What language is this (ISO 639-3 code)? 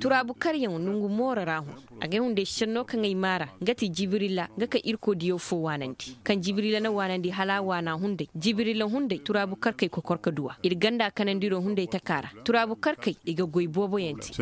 ses